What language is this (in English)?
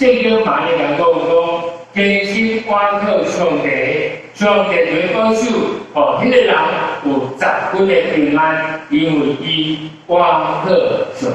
Min Nan Chinese